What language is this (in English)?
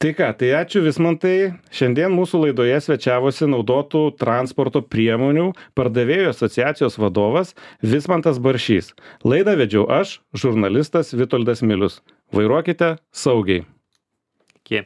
Lithuanian